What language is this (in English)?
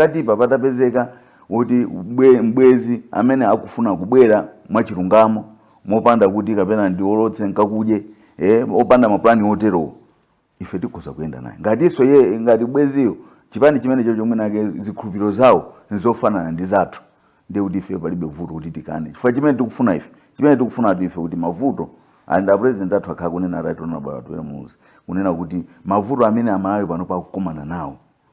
Nyanja